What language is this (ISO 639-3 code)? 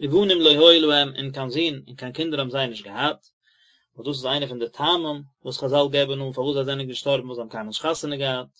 yid